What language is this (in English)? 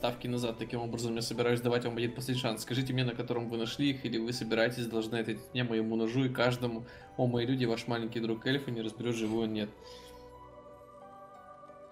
Russian